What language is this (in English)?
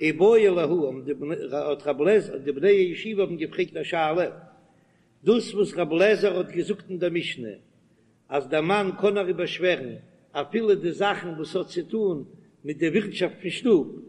Yiddish